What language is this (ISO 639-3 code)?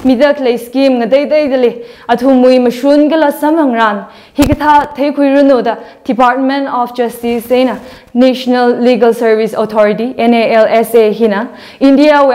nmf